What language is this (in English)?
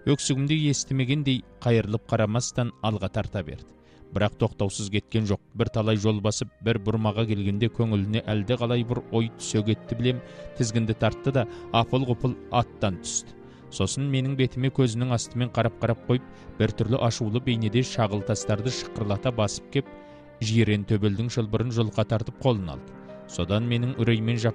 Kazakh